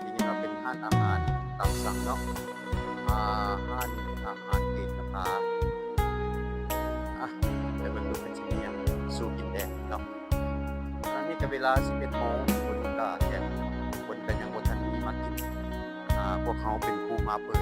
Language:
Lao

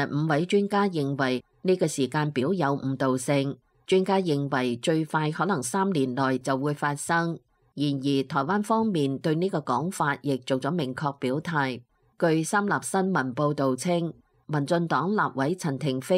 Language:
Cantonese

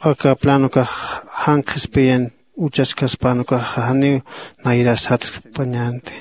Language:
Aymara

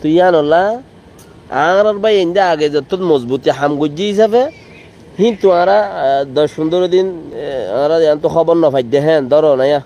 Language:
Rohingya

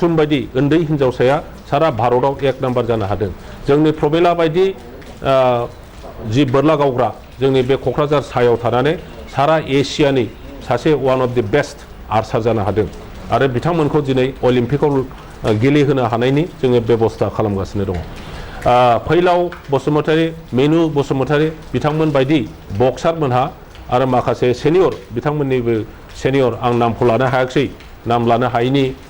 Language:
Bodo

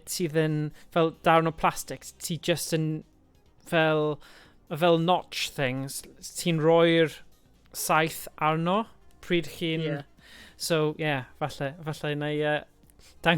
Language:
Welsh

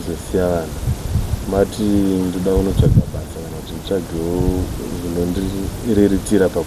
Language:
Shona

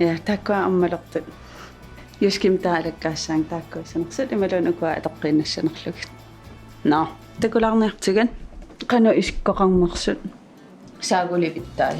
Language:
Kalaallisut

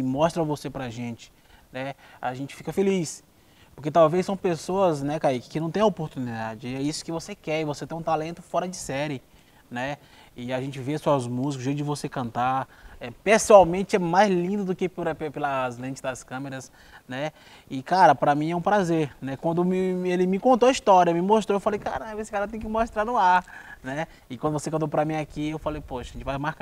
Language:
Portuguese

